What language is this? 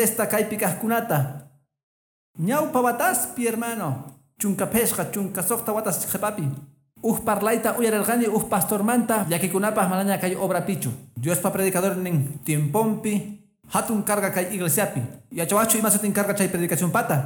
Quechua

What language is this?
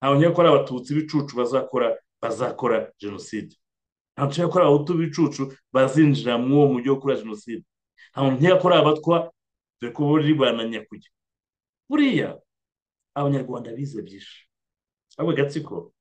Kinyarwanda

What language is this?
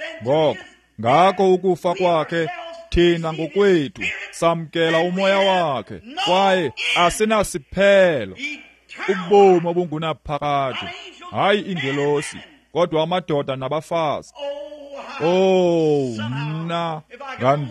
Xhosa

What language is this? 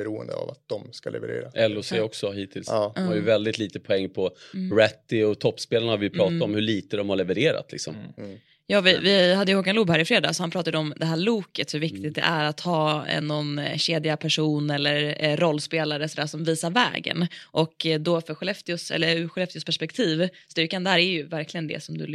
Swedish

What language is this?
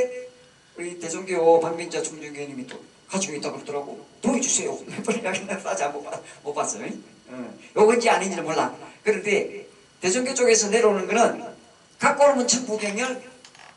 Korean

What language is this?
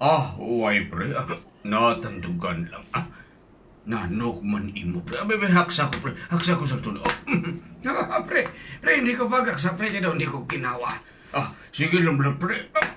Hiligaynon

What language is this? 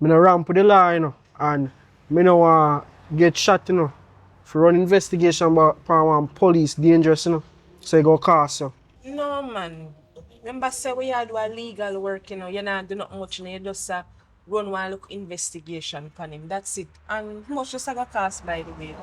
Jamaican Creole English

